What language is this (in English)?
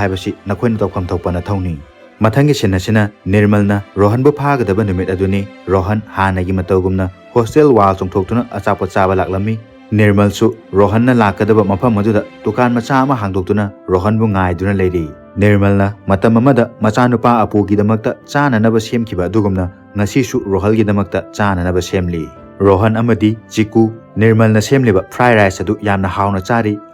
Manipuri